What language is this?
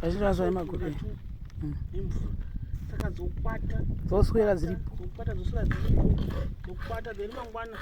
Shona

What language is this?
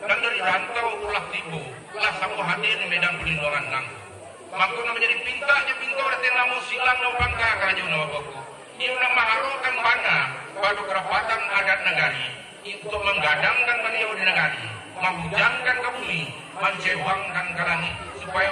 Minangkabau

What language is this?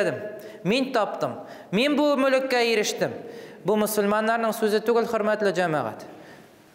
Tatar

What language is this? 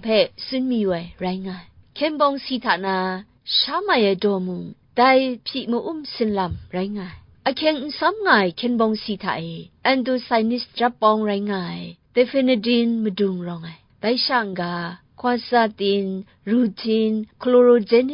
Kachin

